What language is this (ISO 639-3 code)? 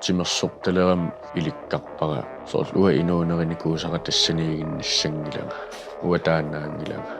kal